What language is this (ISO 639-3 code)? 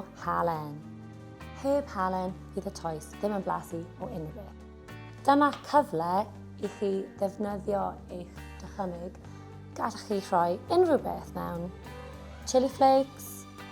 cym